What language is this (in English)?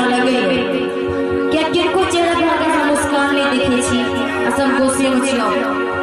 Maithili